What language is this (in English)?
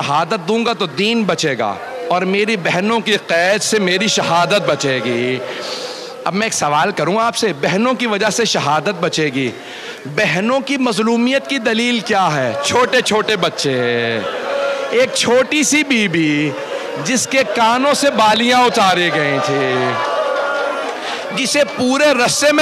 Urdu